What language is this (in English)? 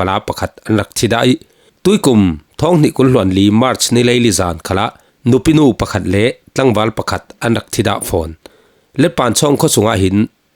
Falam Chin